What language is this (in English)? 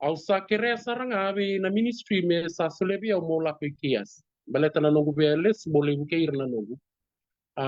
Fijian